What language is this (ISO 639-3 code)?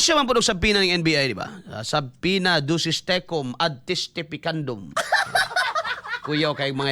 ceb